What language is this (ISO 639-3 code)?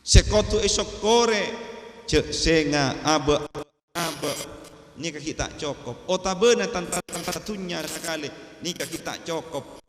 mad